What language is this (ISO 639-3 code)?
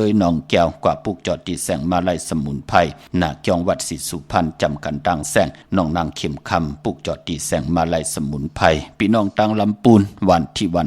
shn